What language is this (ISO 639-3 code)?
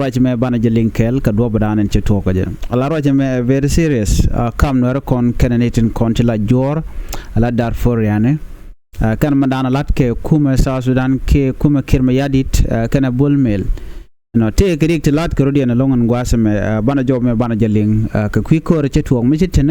nus